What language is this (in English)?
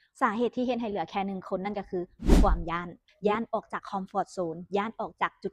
Lao